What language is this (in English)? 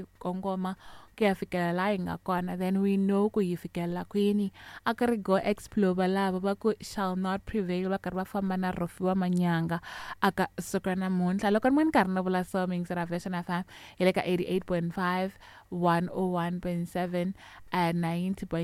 Tsonga